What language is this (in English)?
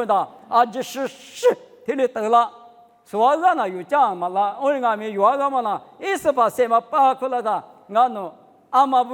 Lisu